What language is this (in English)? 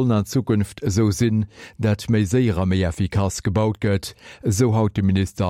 Luxembourgish